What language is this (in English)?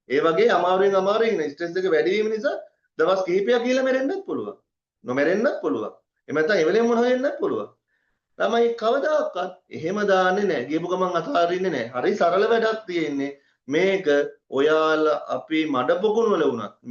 Sinhala